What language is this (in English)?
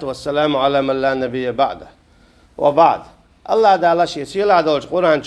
Chechen